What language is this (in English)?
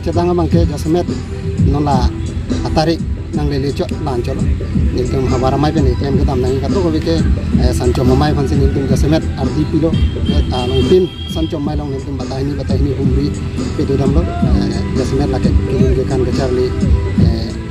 Karbi